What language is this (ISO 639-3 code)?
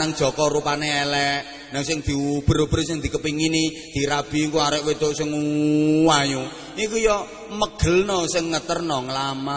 jav